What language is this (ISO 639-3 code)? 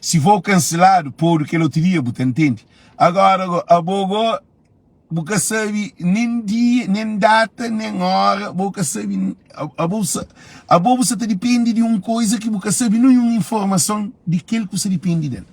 kea